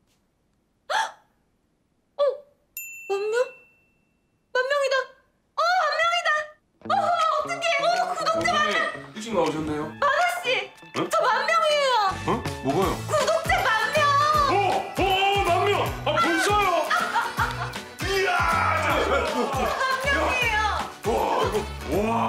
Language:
Korean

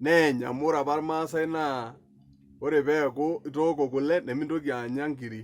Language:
Masai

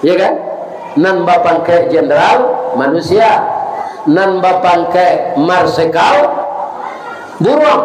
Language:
Minangkabau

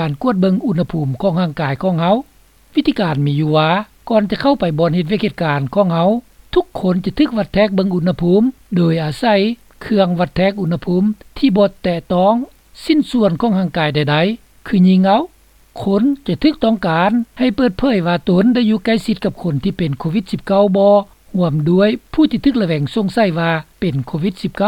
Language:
Lao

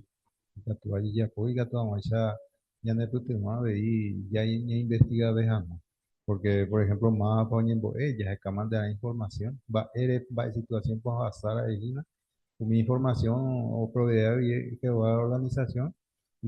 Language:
Guarani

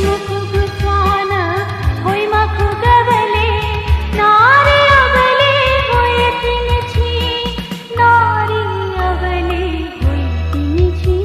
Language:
Newari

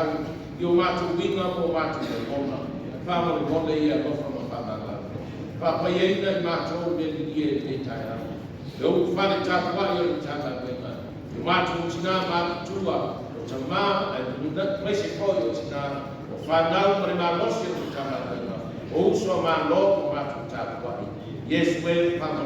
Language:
Samoan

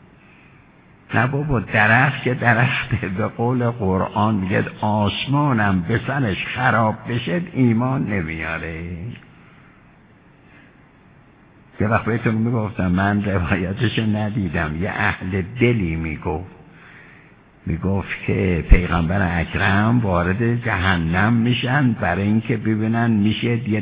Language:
Persian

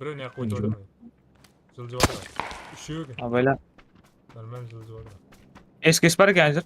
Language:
Kara-Kalpak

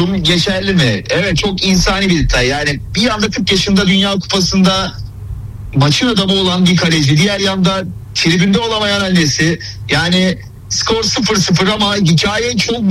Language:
Turkish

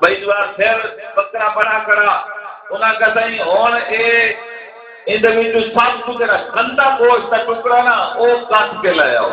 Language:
Saraiki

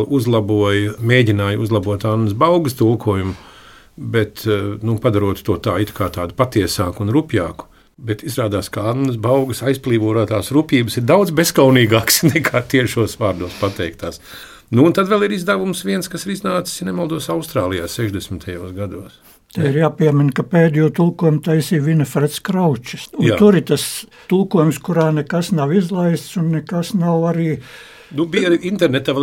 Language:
Latvian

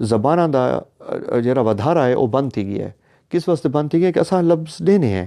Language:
Saraiki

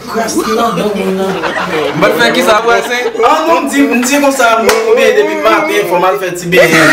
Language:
Haitian Creole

